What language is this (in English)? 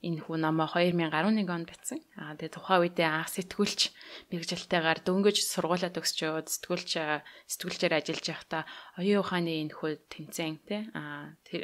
Mongolian